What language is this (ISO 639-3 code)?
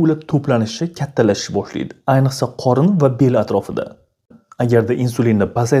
uzb